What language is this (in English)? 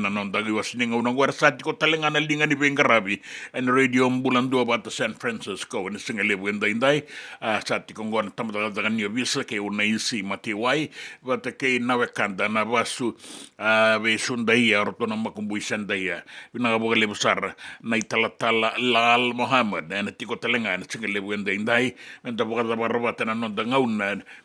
Fijian